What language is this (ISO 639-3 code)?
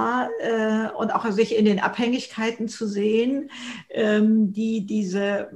deu